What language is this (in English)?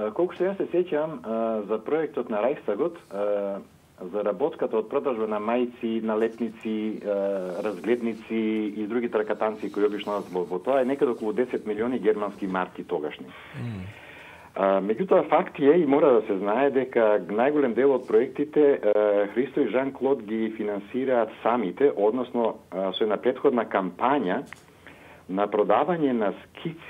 Macedonian